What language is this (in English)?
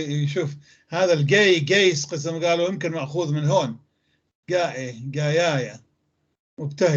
North Levantine Arabic